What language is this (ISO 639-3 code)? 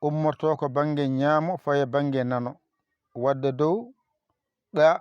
ful